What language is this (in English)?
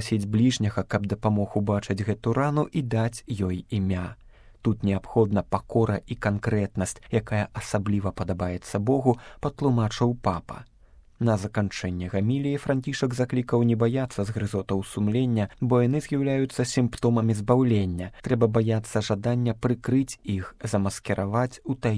Belarusian